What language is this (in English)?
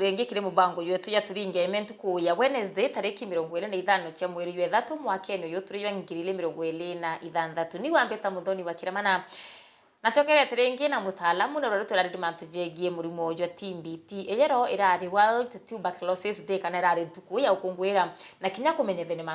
Meru